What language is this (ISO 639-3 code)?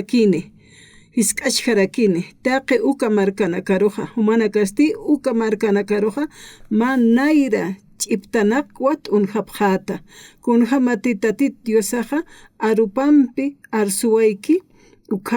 aym